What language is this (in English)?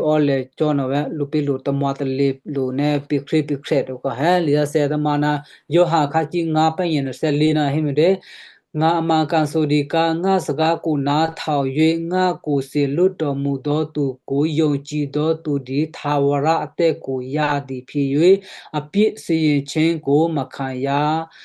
Western Kayah